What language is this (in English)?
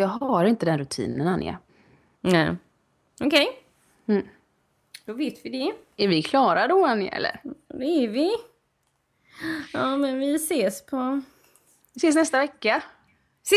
Swedish